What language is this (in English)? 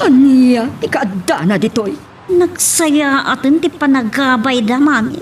Iloko